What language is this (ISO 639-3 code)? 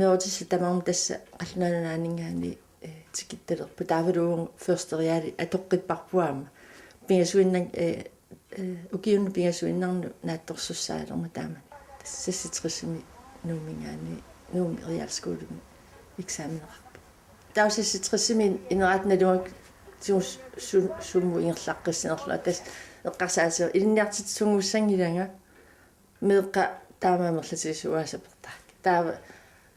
kal